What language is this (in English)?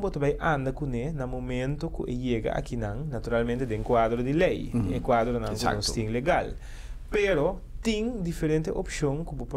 Papiamento